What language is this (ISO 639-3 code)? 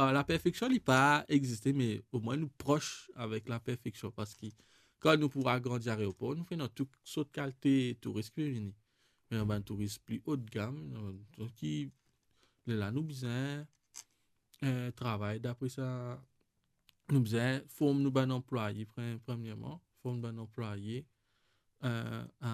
mfe